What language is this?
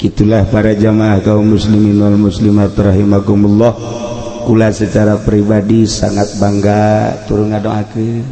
Sundanese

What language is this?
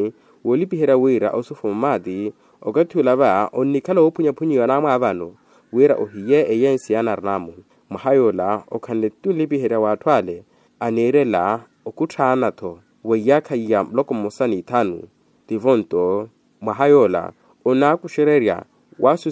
Makhuwa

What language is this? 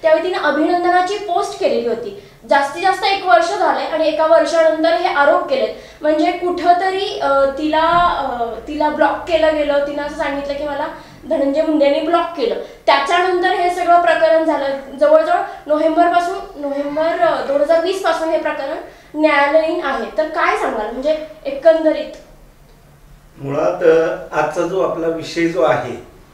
Marathi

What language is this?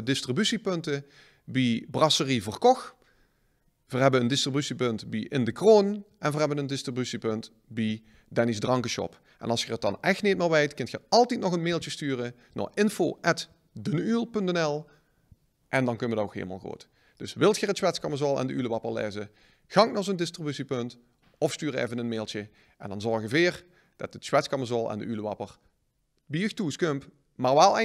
Limburgish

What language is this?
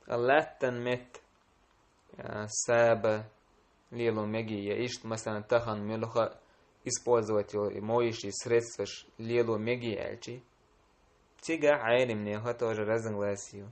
Chechen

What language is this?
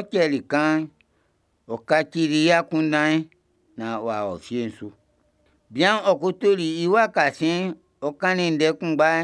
Baoulé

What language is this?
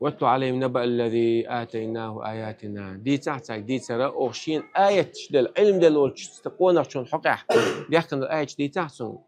Chechen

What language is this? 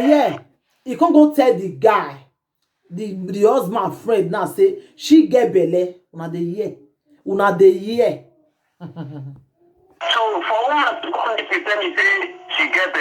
Nigerian Pidgin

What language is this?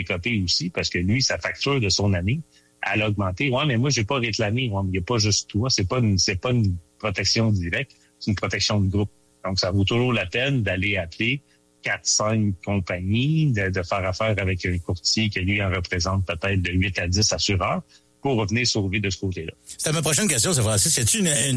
French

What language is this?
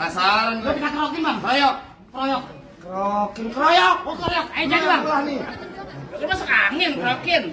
Betawi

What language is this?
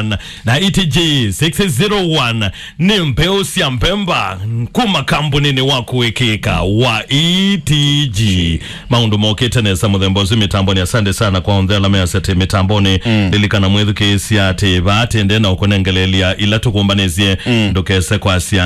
Kamba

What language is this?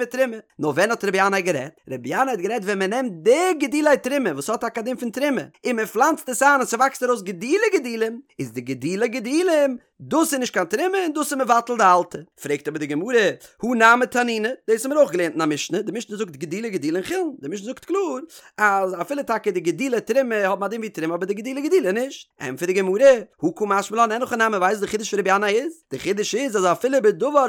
Yiddish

